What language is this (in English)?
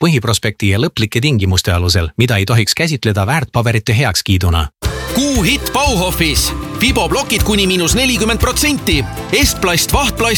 Estonian